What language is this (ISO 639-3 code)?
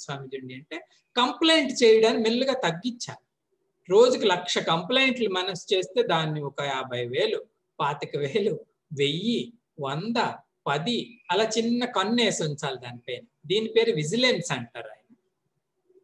tel